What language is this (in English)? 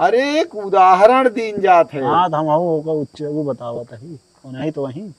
Awadhi